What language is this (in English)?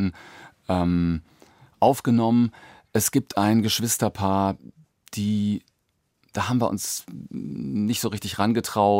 German